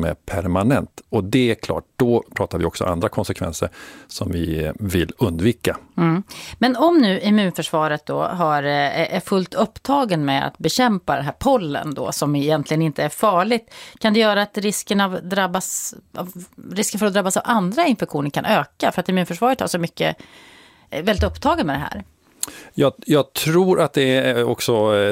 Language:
Swedish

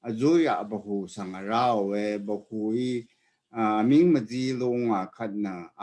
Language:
Rawang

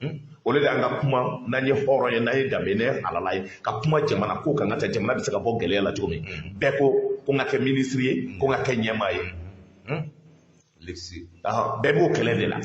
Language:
Bambara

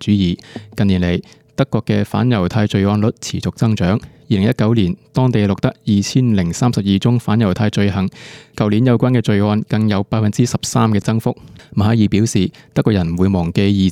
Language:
Cantonese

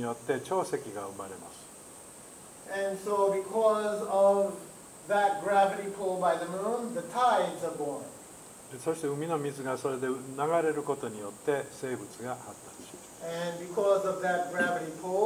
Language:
Japanese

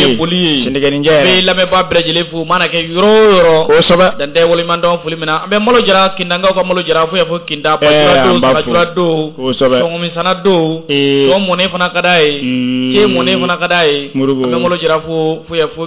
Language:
Bambara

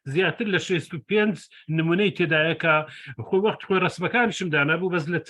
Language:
Central Kurdish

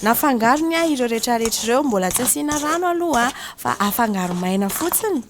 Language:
Malagasy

